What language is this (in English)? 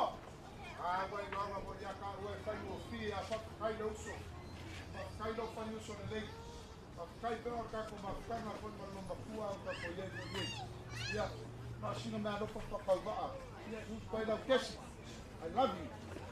Samoan